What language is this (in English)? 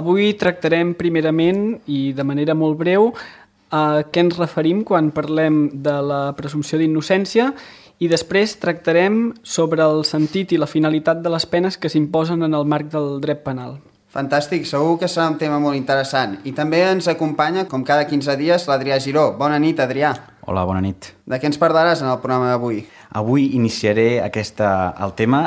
Catalan